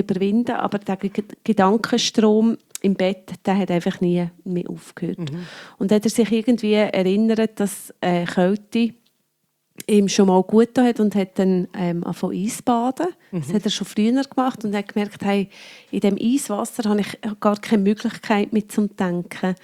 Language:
German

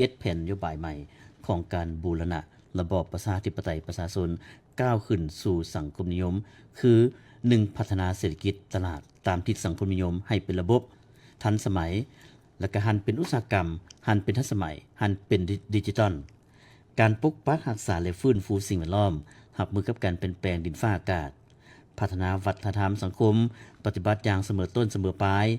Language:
Lao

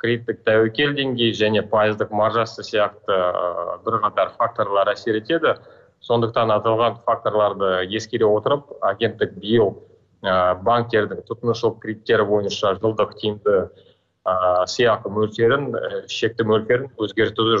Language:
Kazakh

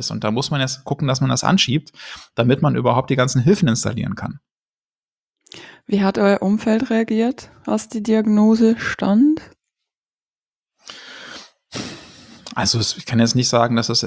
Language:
German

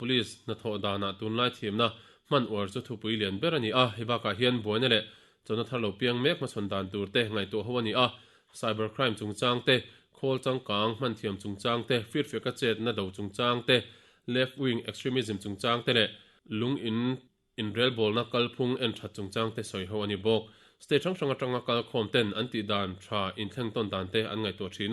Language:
Mizo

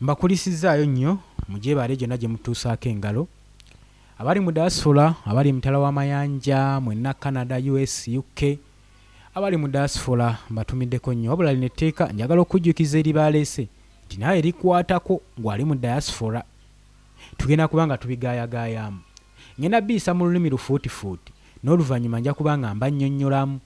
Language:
Ganda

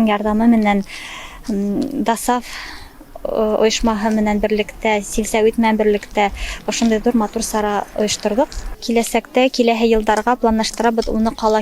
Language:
Bashkir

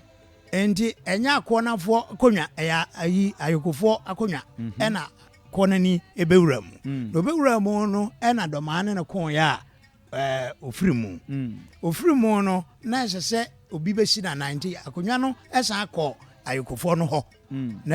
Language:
Akan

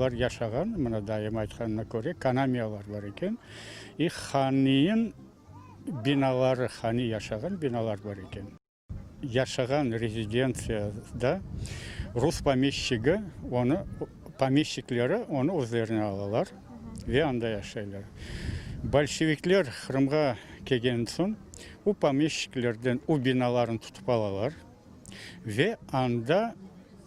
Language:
Crimean Tatar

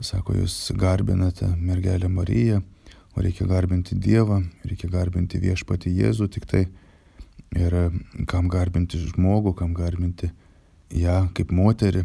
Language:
Lithuanian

